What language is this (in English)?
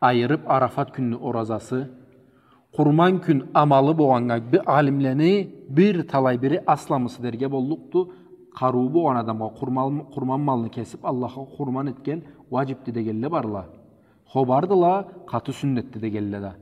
Karachay-Balkar